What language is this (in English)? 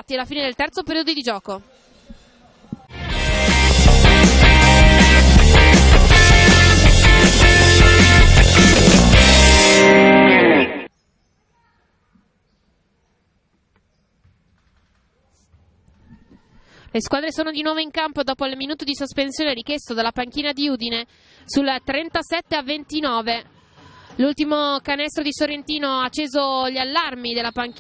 Italian